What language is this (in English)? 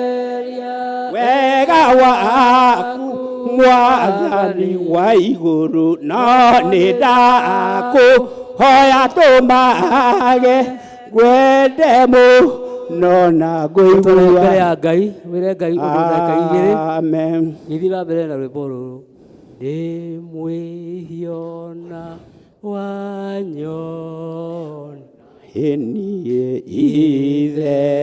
Kikuyu